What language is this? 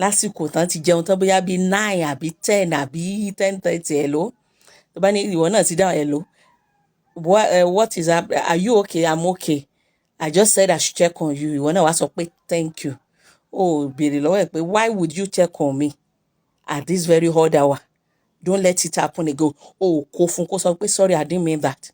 Yoruba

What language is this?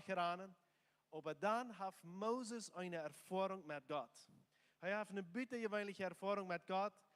Plautdietsch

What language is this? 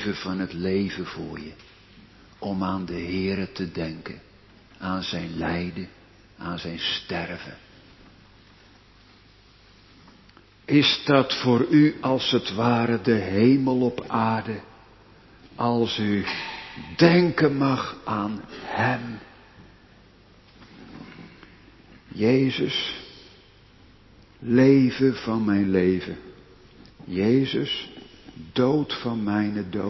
Dutch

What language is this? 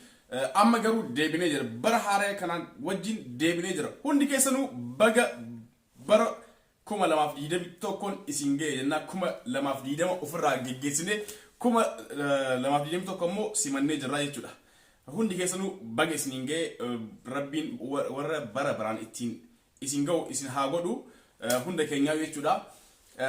Oromo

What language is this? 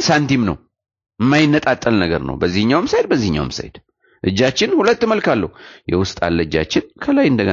Amharic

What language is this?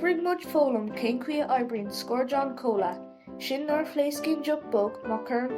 Irish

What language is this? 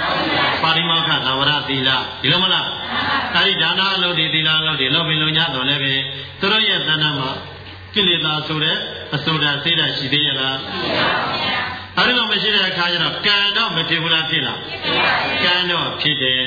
Burmese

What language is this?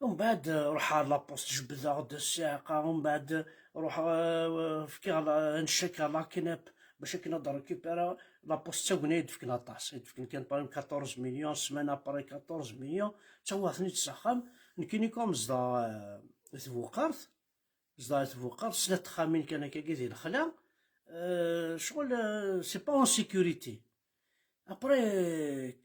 Kabyle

